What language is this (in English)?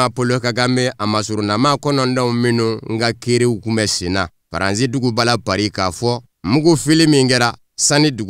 Bambara